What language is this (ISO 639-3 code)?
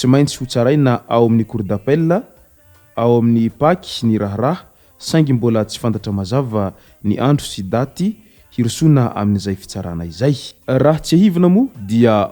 mlg